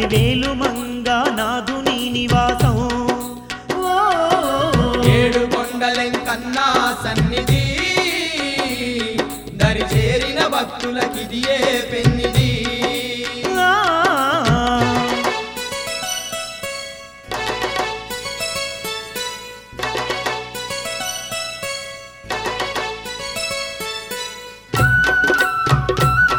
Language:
Telugu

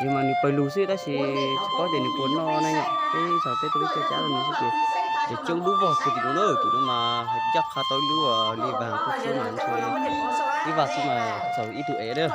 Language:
Hmong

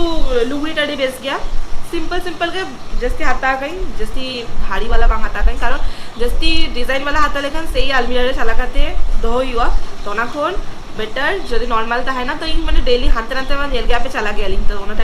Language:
Santali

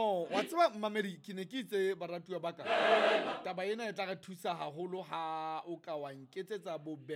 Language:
Southern Sotho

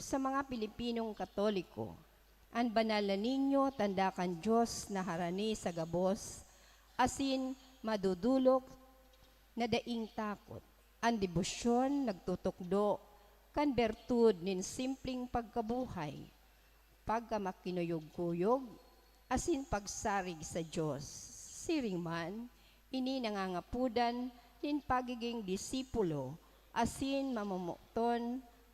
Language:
Bikol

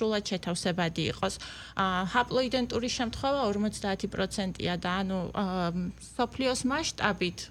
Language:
Georgian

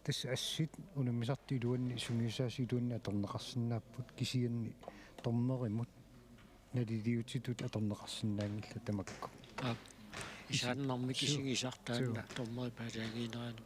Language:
Kalaallisut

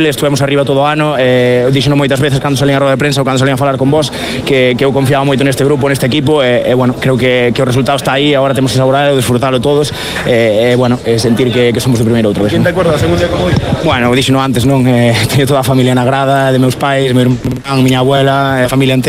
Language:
Galician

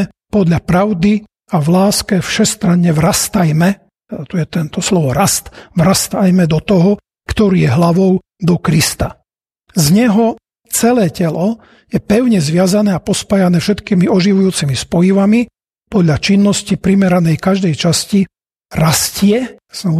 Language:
Slovak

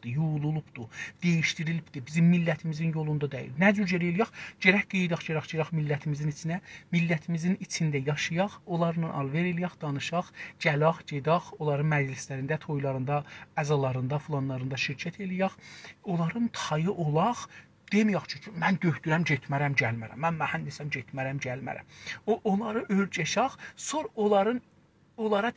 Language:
South Azerbaijani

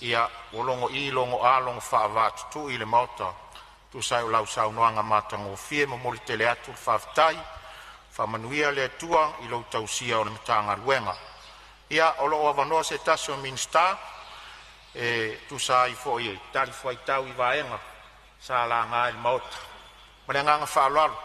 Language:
Samoan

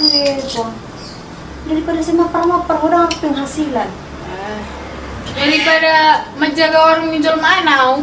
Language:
Batak Toba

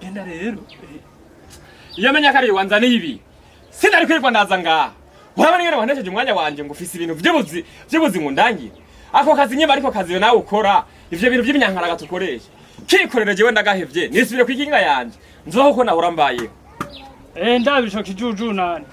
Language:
Rundi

